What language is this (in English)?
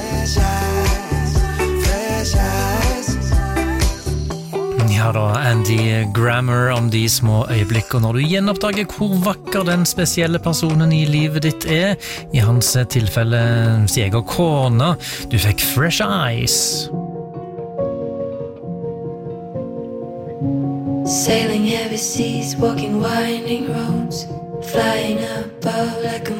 Norwegian